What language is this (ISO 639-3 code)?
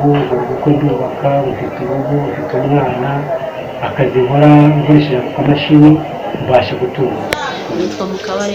kin